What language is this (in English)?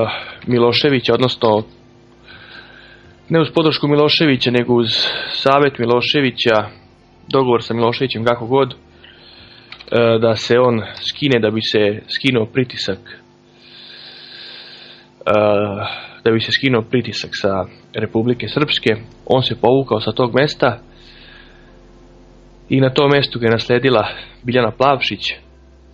Serbian